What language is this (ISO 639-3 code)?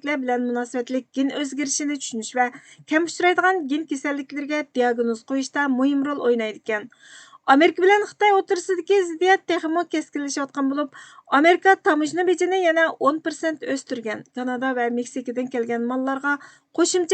uig